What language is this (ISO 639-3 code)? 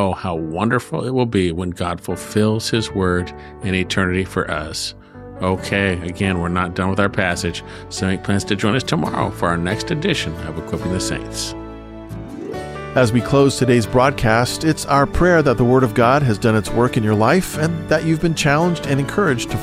eng